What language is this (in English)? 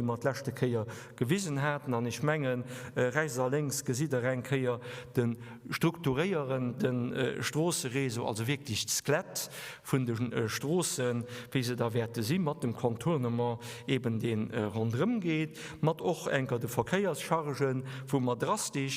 Luxembourgish